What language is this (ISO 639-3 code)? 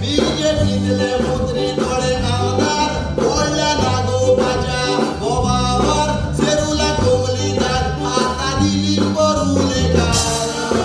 kok